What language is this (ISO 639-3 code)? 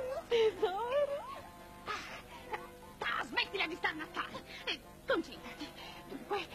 ita